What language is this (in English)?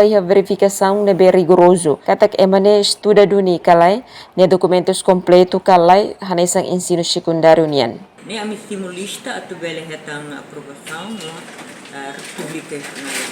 Tetum